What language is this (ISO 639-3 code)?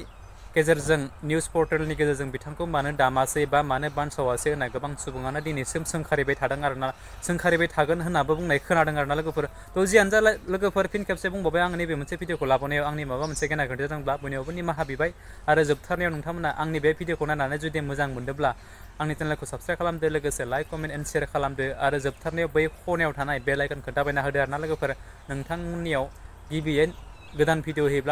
brx